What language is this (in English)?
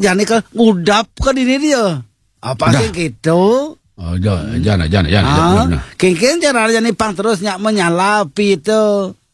Balinese